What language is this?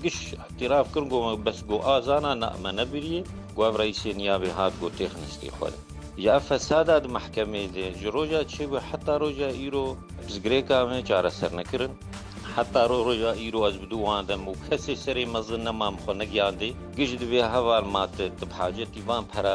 Kurdish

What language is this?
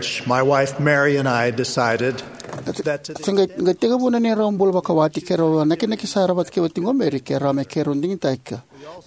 Fijian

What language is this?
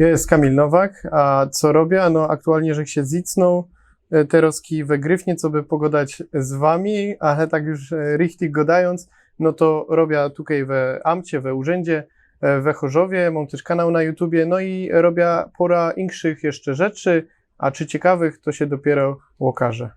Silesian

